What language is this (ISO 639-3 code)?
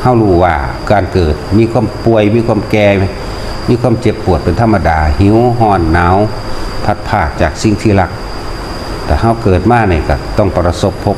tts